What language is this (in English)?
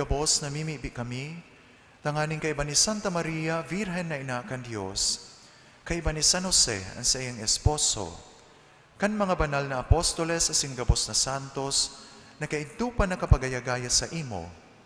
Bikol